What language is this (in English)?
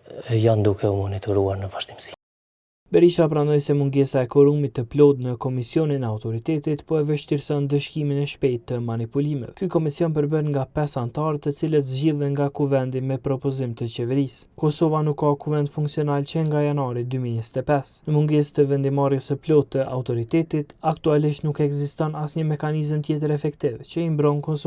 Albanian